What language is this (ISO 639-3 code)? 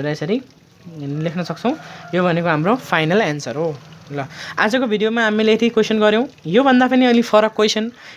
nep